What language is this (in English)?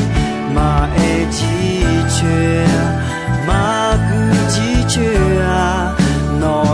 Akha